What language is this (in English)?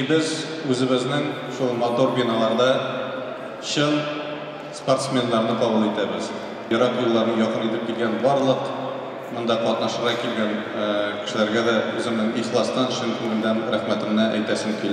Tatar